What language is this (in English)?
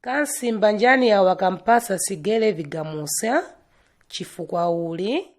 Nyanja